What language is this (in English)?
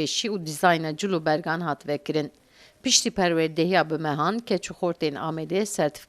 Kurdish